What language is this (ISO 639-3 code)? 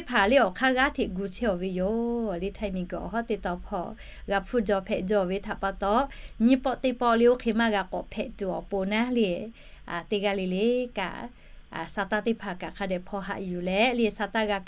lhu